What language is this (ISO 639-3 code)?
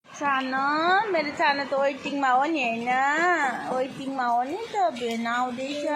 nep